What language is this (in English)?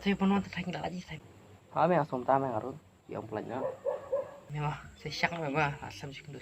Khasi